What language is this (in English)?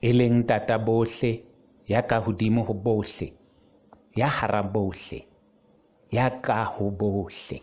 Southern Sotho